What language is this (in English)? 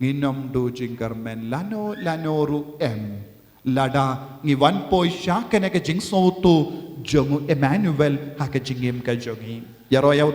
Khasi